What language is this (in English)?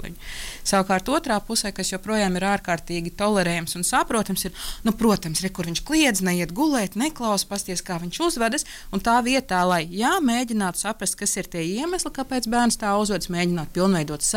Latvian